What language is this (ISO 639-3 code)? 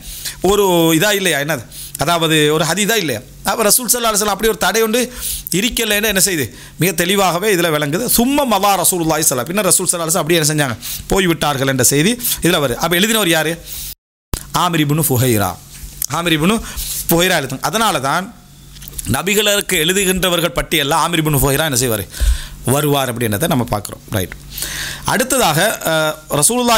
tam